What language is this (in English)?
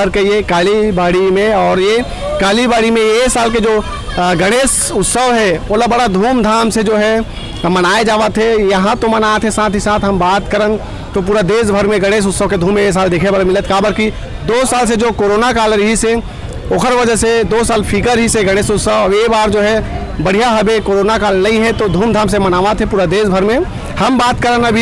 Chhattisgarhi